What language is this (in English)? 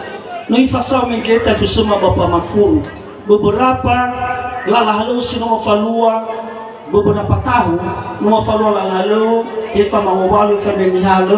Nias